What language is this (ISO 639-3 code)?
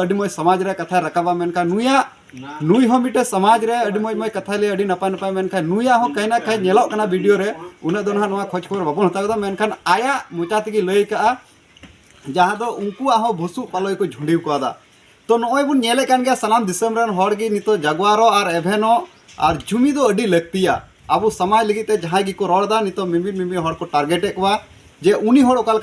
sat